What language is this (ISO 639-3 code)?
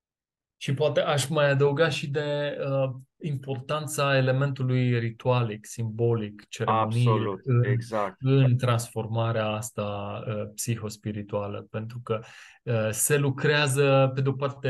ron